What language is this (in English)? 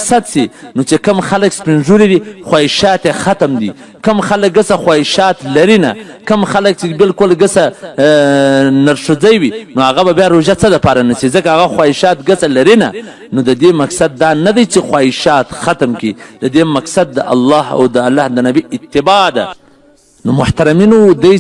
Pashto